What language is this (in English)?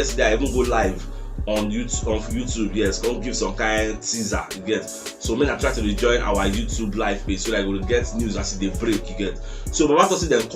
Nigerian Pidgin